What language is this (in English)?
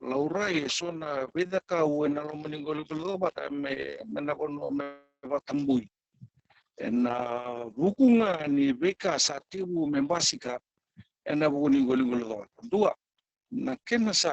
Fijian